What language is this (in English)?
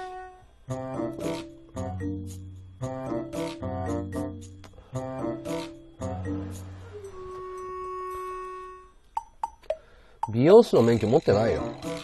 Japanese